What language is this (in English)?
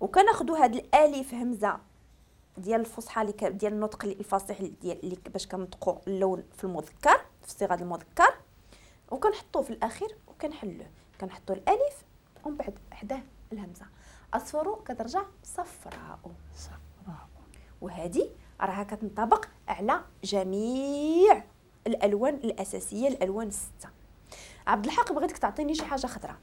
Moroccan Arabic